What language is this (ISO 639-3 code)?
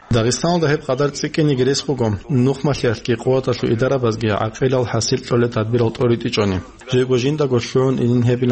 ava